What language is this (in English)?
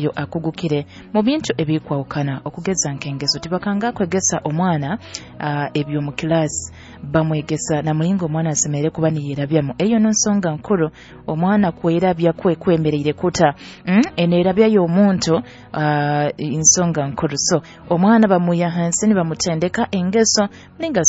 Nyoro